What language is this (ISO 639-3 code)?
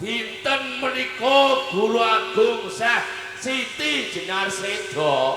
jav